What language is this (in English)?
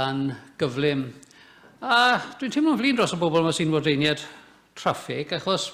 Welsh